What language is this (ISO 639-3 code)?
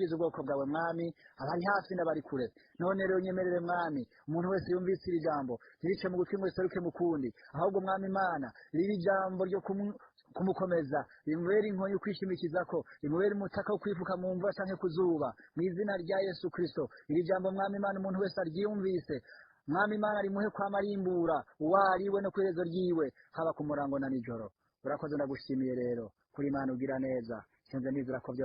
run